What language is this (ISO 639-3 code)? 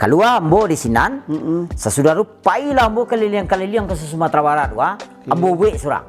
min